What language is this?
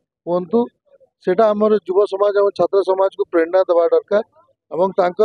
Odia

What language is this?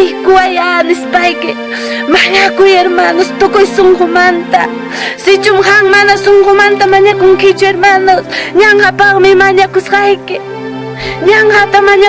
Ayacucho Quechua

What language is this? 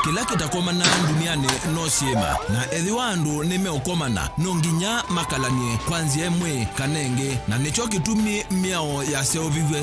Kamba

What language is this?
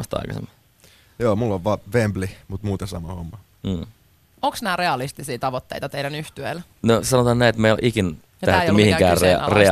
Finnish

